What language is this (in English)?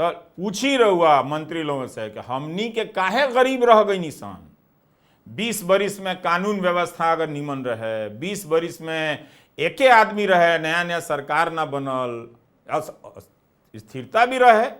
Bhojpuri